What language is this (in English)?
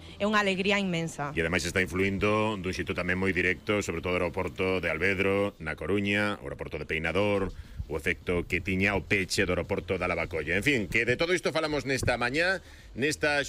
Galician